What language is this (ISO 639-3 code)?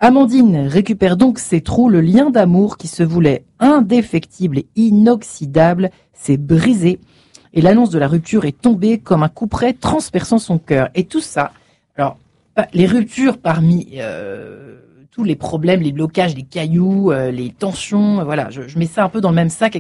fra